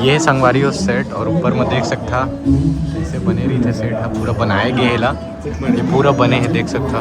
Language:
Chhattisgarhi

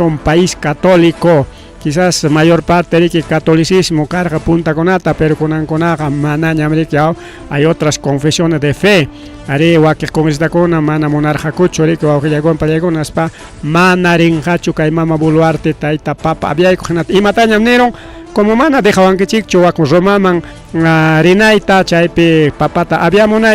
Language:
Ayacucho Quechua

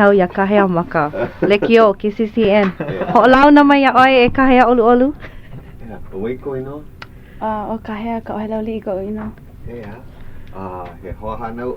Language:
Hawaiian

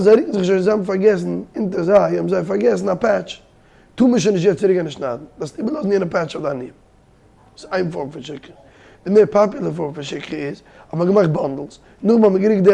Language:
Yiddish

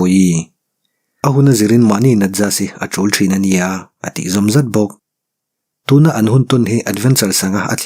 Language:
Mizo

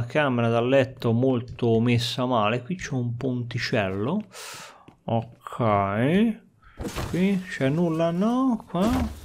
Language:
Italian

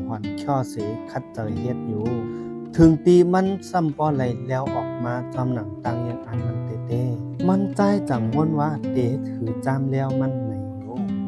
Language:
Shan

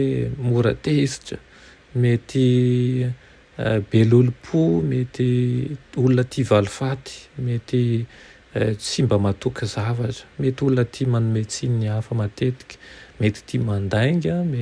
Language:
Malagasy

